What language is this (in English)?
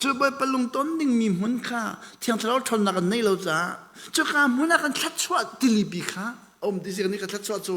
Hakha Chin